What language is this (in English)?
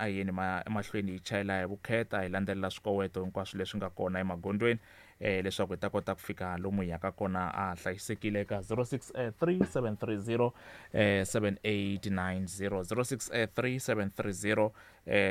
Tsonga